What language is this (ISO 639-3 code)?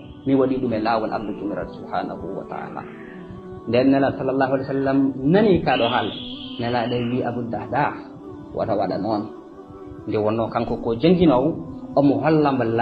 ful